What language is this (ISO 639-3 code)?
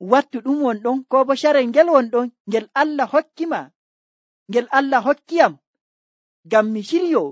fuv